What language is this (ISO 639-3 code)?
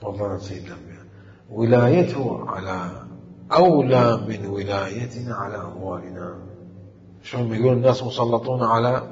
acm